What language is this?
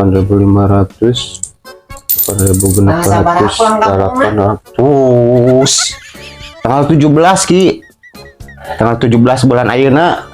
Sundanese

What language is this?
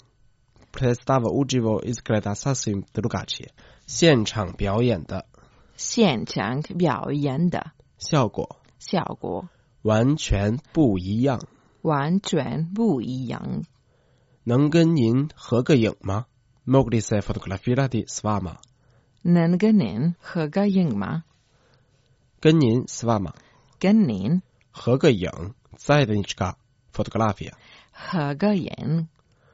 Croatian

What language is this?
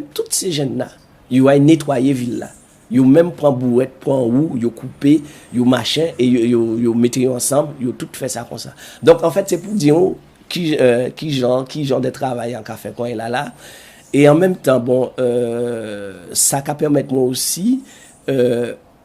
Guadeloupean Creole French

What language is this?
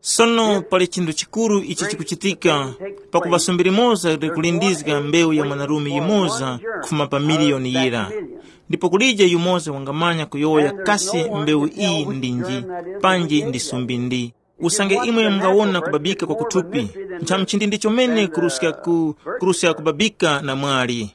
Tumbuka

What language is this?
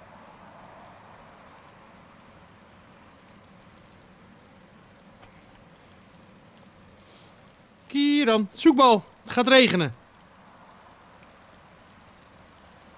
Dutch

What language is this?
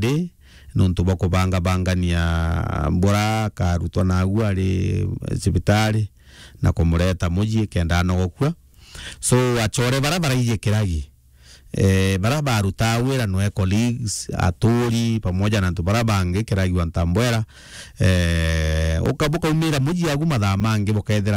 Meru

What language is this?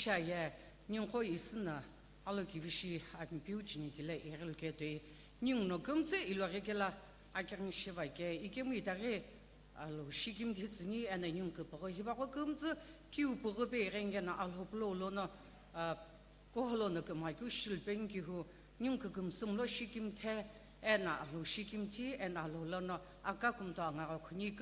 Sumi Naga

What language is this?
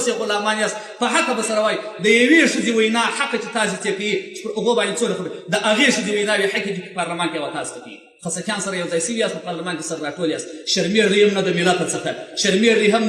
Pashto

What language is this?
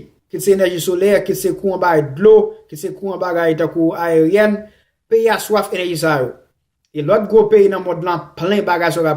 Haitian Creole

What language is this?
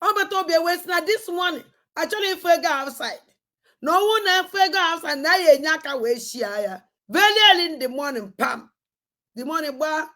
Igbo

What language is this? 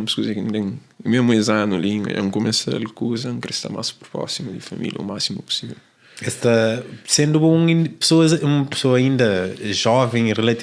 Kabuverdianu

